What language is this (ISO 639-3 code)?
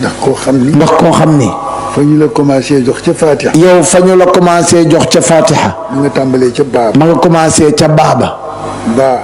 wol